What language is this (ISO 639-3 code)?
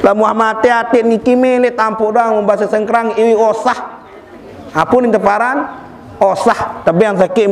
sas